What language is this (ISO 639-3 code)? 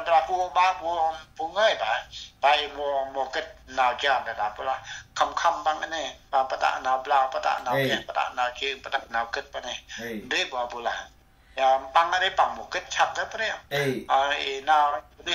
cmo